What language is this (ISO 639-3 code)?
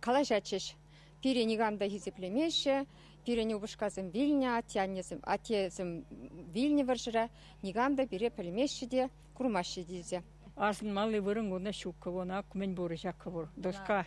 chv